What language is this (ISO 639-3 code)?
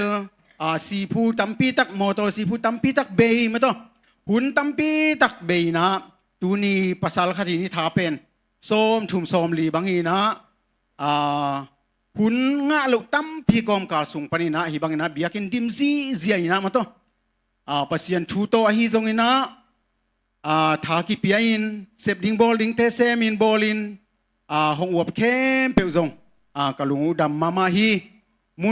ctd